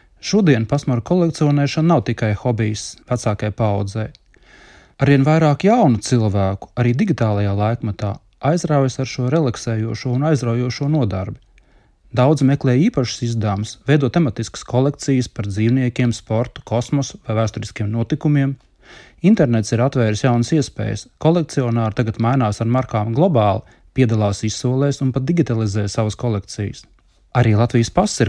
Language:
Latvian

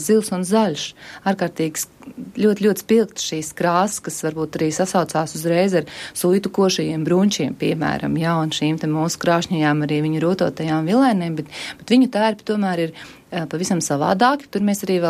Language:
Latvian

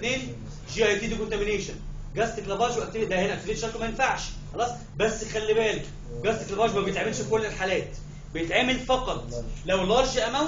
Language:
Egyptian Arabic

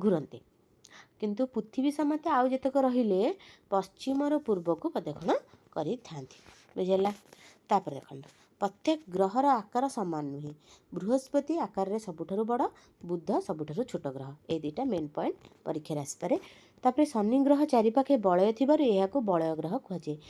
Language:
Odia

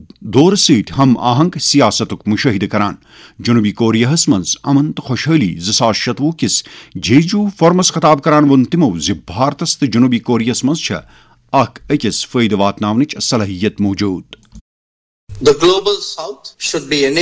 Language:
Kashmiri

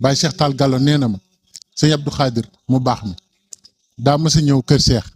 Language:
Wolof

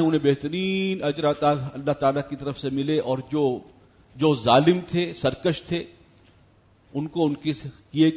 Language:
Urdu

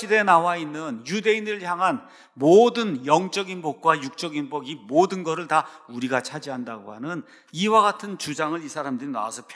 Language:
Korean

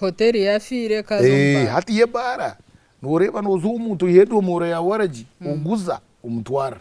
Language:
Nyankole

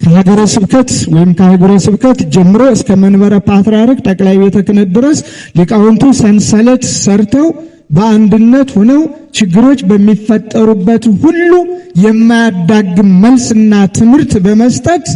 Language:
Amharic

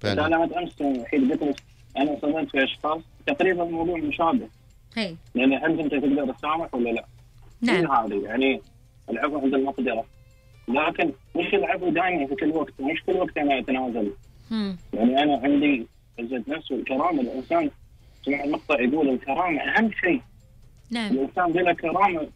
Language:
Gulf Arabic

